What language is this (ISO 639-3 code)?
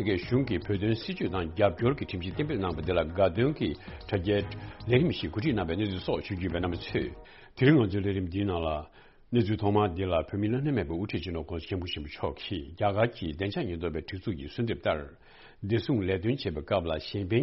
bod